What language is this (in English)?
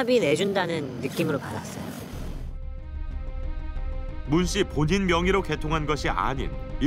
Korean